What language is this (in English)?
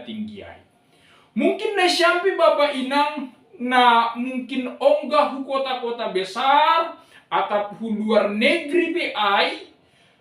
Batak Simalungun